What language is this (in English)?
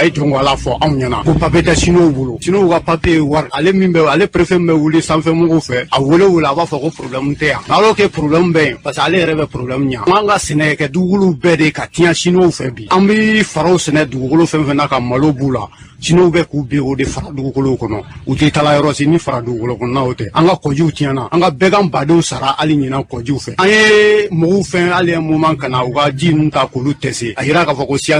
Bambara